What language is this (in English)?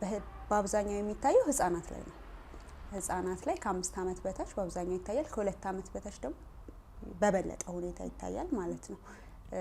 Amharic